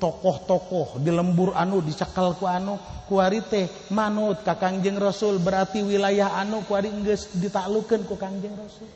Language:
Sundanese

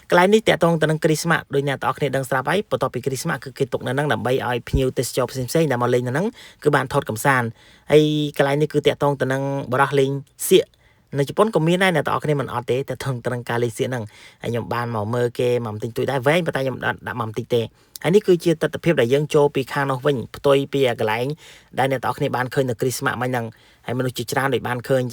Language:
Khmer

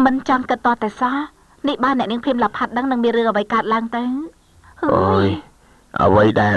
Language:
Khmer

